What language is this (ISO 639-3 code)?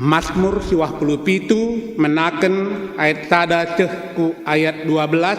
btx